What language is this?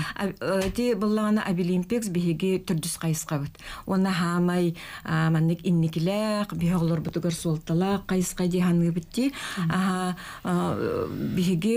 Yakut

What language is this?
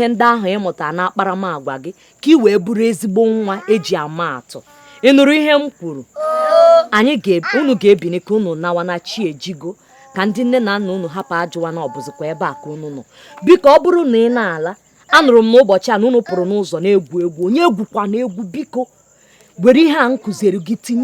Igbo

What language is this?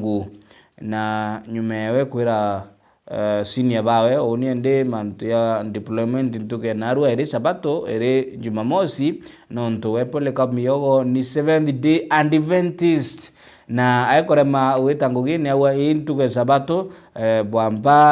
Meru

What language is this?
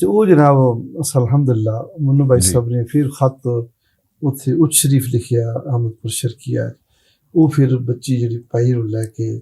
Western Panjabi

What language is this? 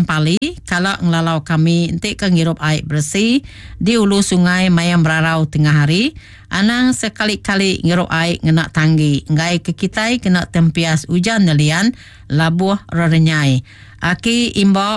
Iban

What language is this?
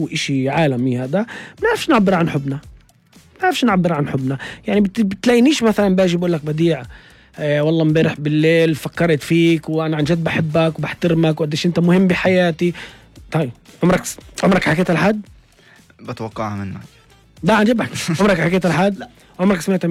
North Levantine Arabic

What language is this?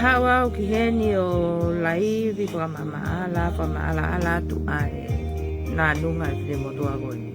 Tongan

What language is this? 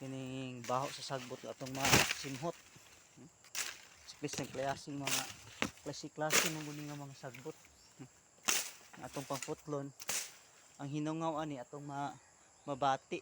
Cebuano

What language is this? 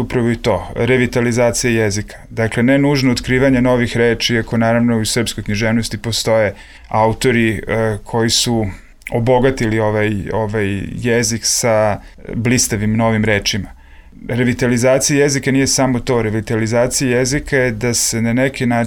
Serbian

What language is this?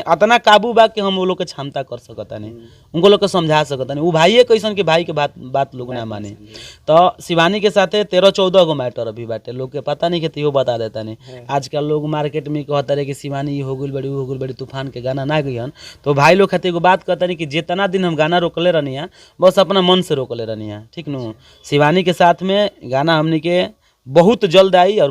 Bhojpuri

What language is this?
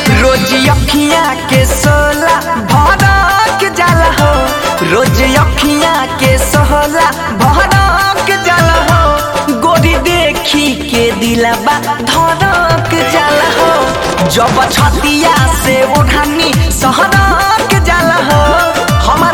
Bhojpuri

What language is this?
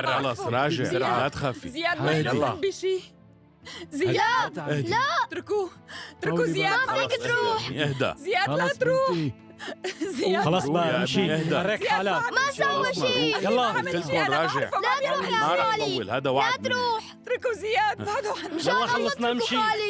North Levantine Arabic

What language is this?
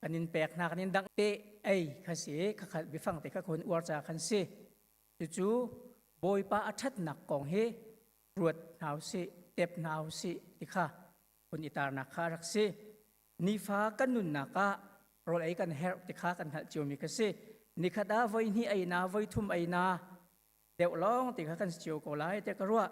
Hakha Chin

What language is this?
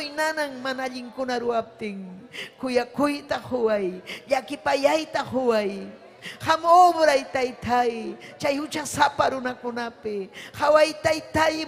Ayacucho Quechua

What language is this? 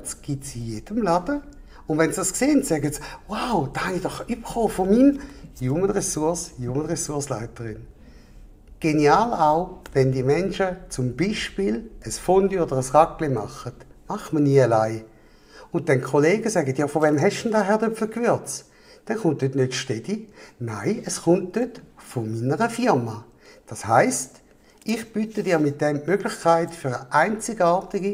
Swiss German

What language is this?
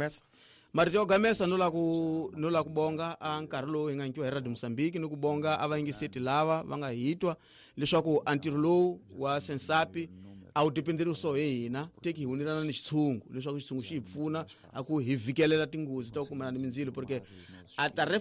Tsonga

